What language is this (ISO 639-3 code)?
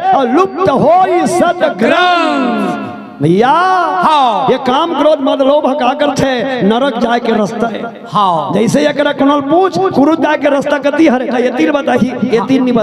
hne